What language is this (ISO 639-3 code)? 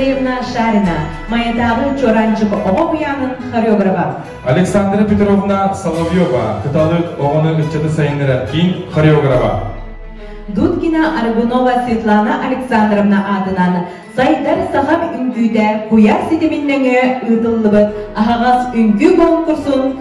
sah